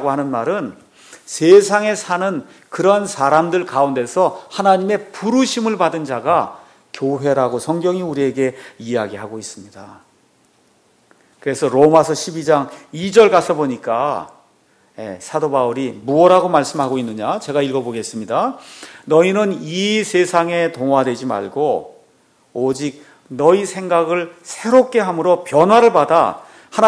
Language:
Korean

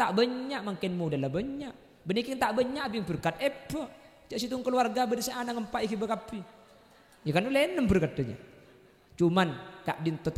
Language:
Madurese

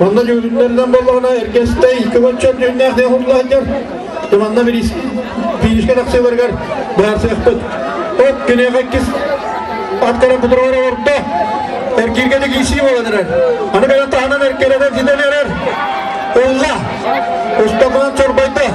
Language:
Yakut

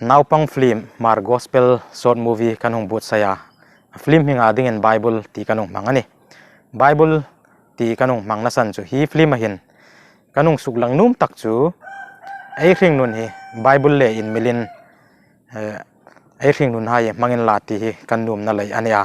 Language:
Hmar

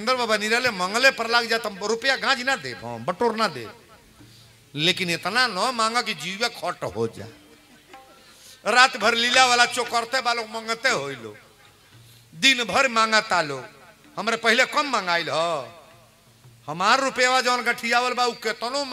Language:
Bhojpuri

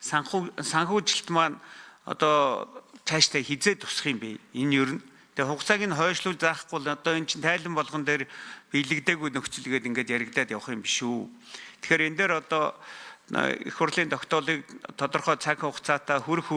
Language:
Mongolian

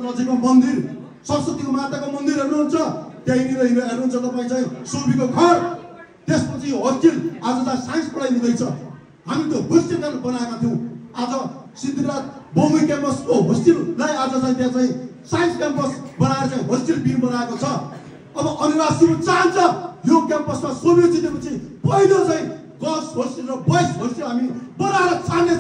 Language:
Nepali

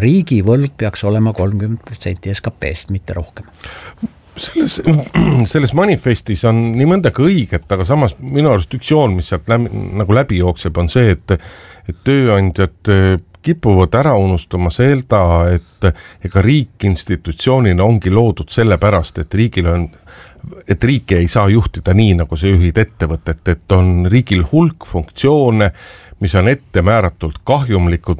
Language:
Estonian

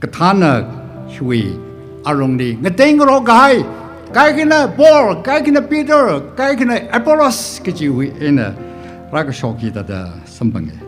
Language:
Tangkhul Naga (India)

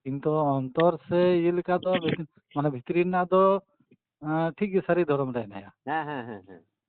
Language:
Santali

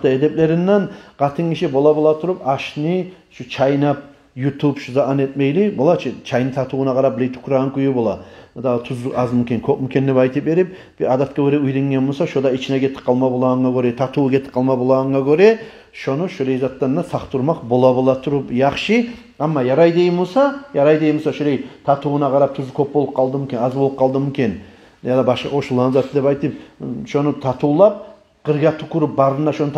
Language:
Kumyk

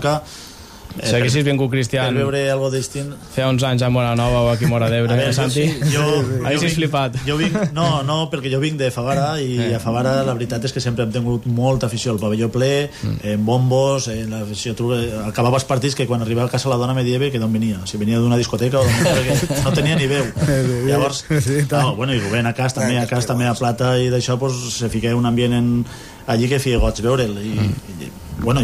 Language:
Catalan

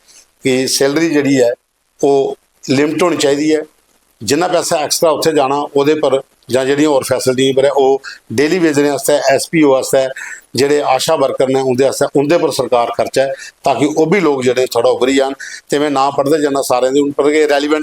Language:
Dogri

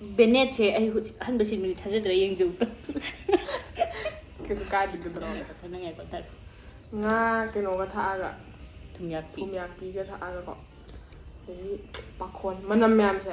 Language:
Manipuri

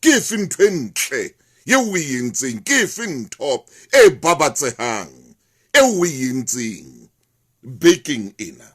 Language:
Southern Sotho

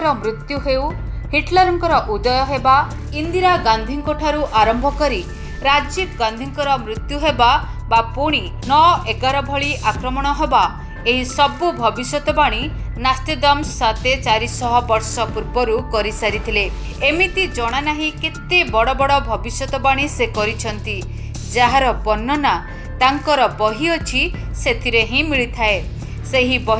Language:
Odia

